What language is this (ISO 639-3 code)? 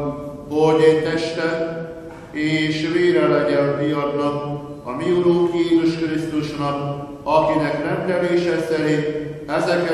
hun